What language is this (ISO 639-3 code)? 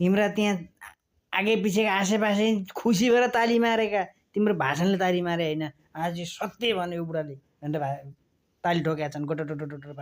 nep